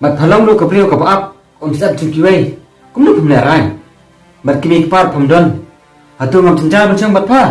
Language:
Khasi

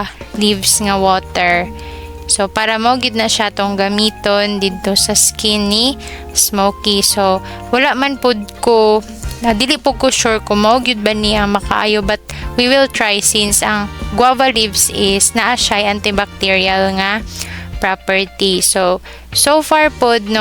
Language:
Cebuano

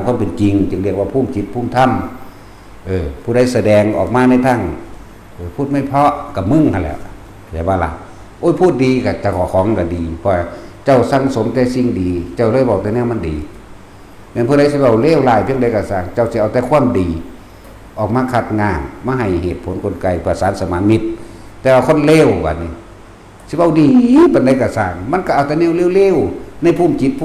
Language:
Northeastern Thai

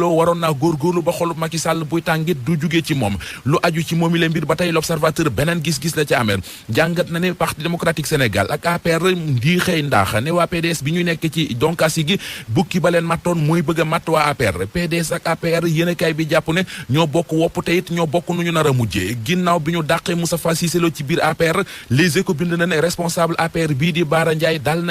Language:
Wolof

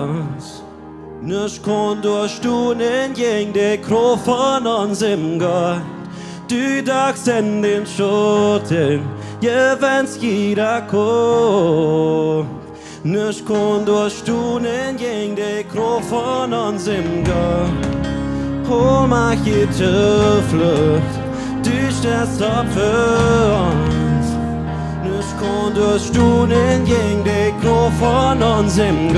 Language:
Plautdietsch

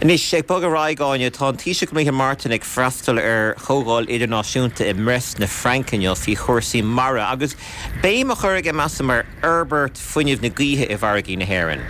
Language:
Irish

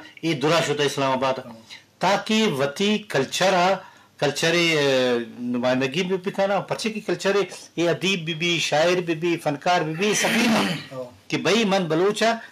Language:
Eastern Balochi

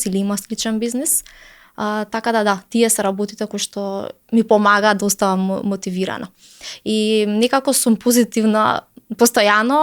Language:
Macedonian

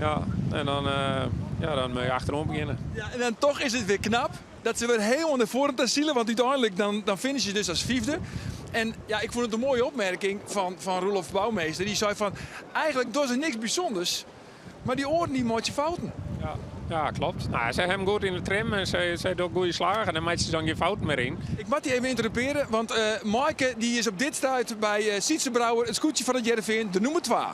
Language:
Western Frisian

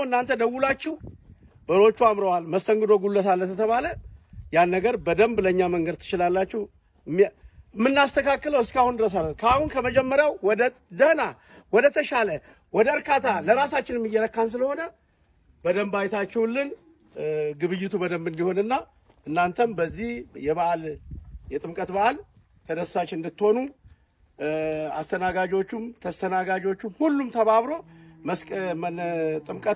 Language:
Amharic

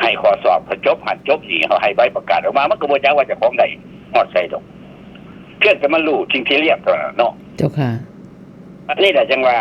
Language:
Northeastern Thai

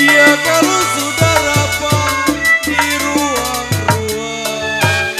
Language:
Betawi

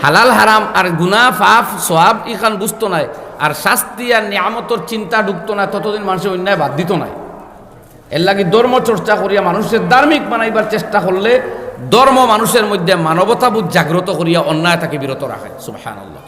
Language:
Sylheti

